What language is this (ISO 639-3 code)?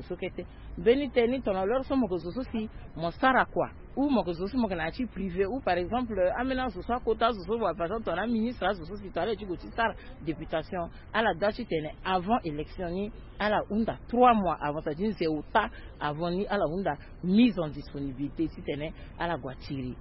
sag